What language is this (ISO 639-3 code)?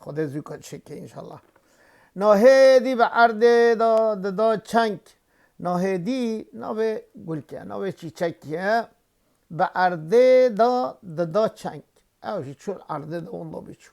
kur